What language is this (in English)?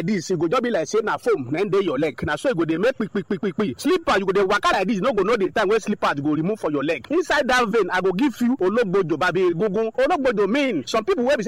Nigerian Pidgin